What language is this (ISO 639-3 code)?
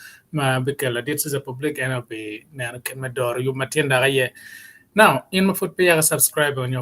ach